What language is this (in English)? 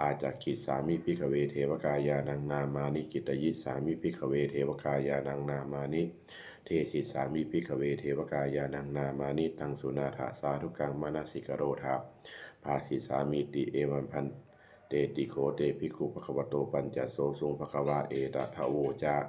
Pali